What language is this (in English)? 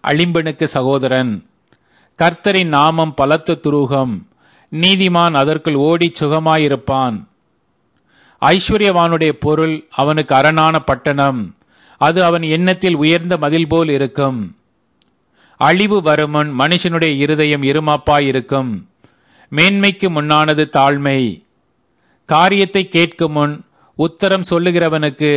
Tamil